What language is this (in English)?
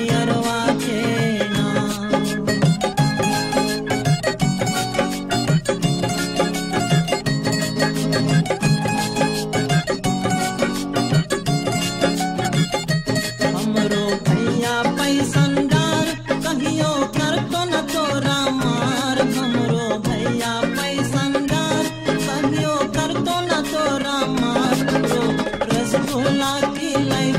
Bhojpuri